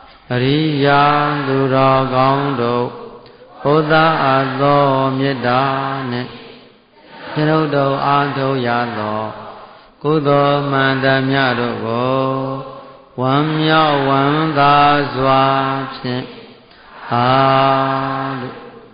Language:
Burmese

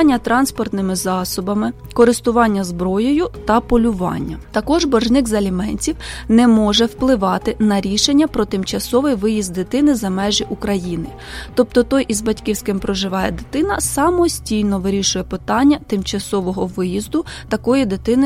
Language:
Ukrainian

